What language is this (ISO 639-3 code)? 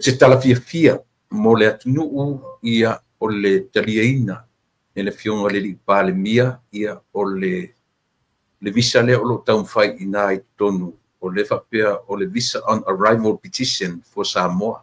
smo